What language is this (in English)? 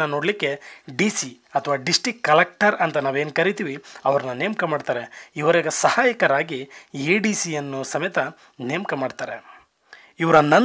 Kannada